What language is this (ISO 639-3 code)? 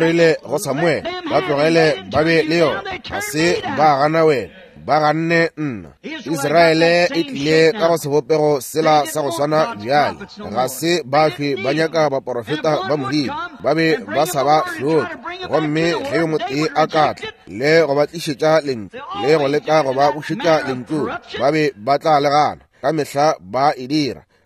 nso